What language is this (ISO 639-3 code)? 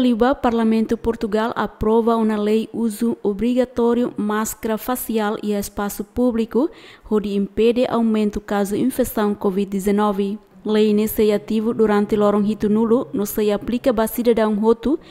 tet